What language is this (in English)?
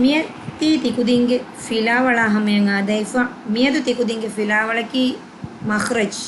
Divehi